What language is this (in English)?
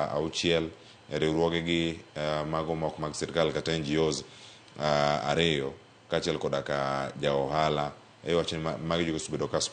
Luo (Kenya and Tanzania)